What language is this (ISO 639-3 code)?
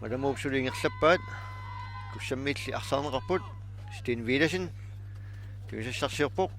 kal